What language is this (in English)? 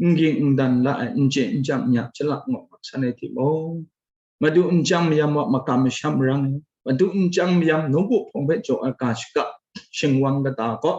Kachin